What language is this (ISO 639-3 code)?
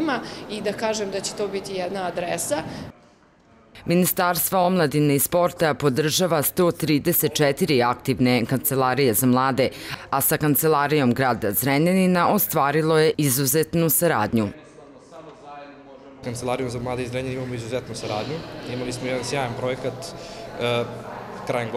srp